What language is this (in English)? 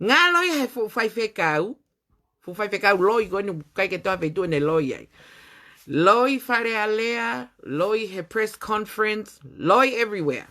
Tongan